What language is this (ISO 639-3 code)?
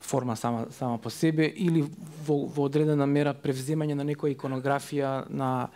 mkd